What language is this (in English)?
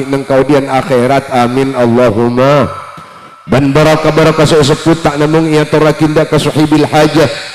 Madurese